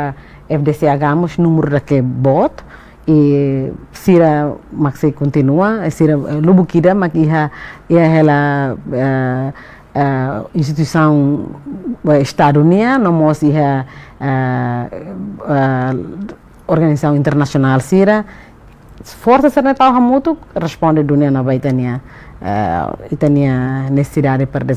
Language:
Tetum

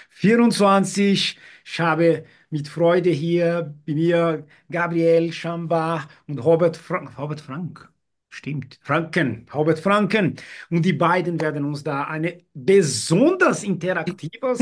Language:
German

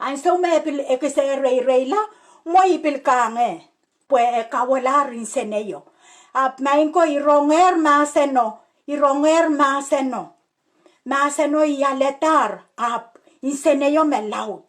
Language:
Pohnpeian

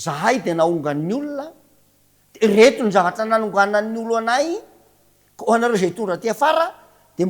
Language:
Malagasy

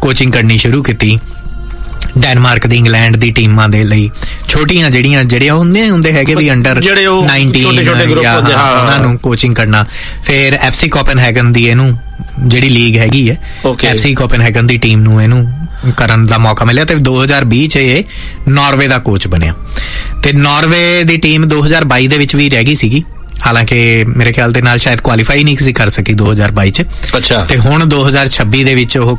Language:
Punjabi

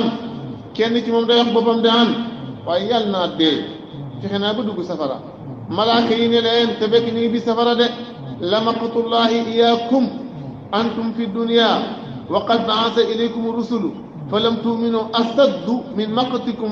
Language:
Wolof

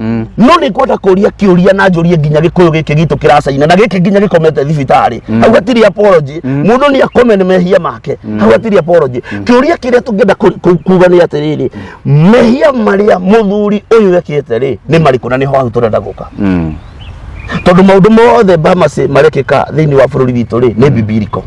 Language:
Kikuyu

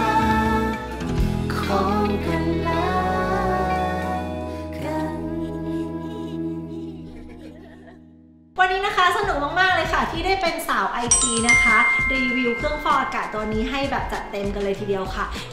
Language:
Thai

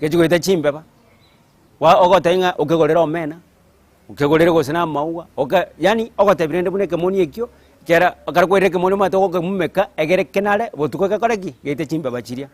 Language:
Gusii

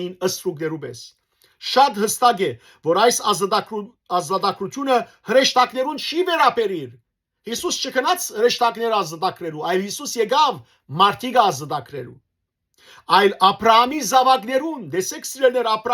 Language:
Western Armenian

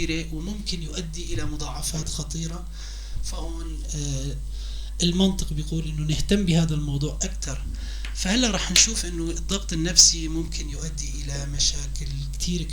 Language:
North Levantine Arabic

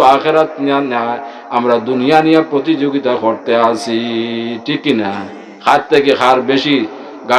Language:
Sylheti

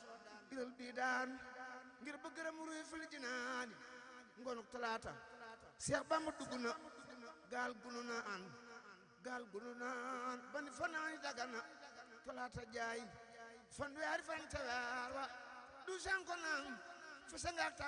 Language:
Wolof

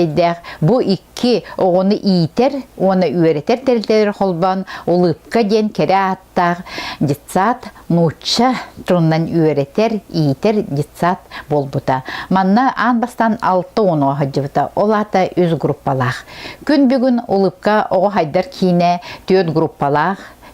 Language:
Yakut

